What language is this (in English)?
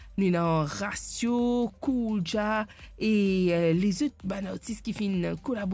Morisyen